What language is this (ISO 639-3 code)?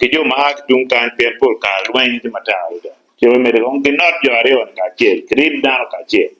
ach